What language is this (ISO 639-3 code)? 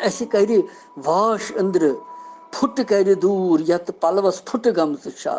kas